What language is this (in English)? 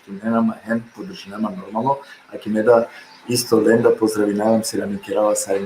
Balkan Romani